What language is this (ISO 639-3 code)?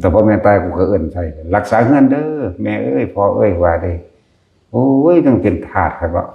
lao